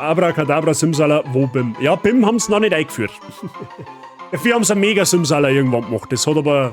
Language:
Bavarian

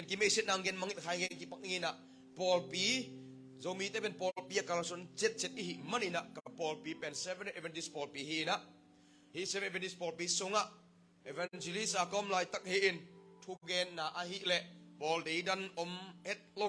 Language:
Tedim Chin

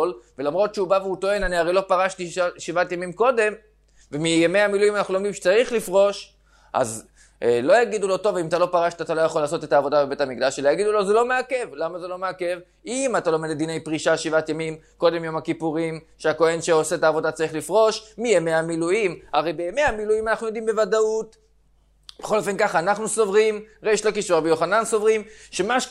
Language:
Hebrew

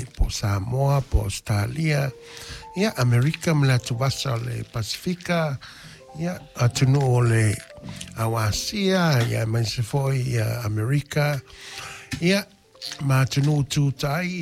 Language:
Samoan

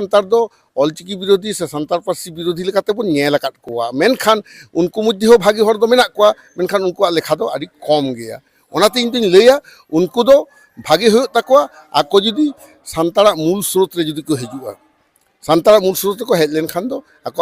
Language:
Santali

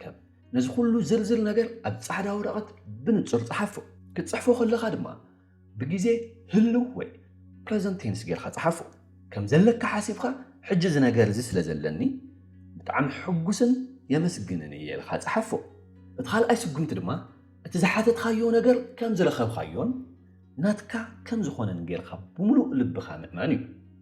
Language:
Tigrinya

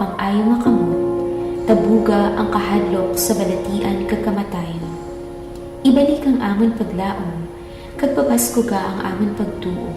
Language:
Hiligaynon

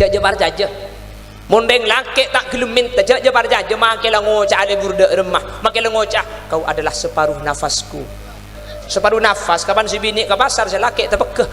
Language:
Madurese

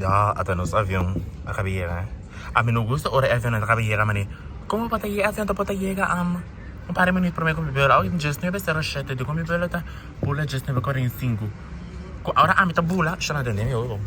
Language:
Papiamento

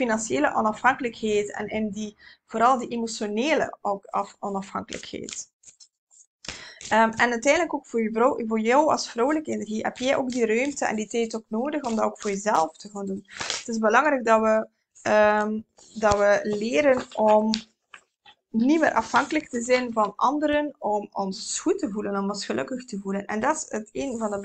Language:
Dutch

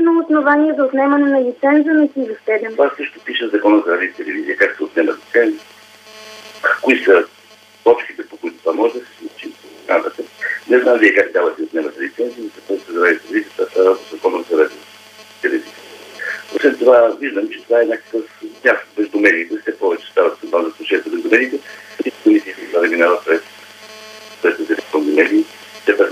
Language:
Bulgarian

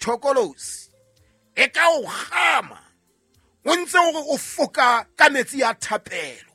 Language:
Southern Sotho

